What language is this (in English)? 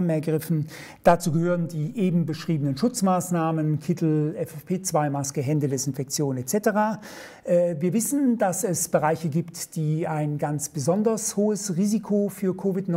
German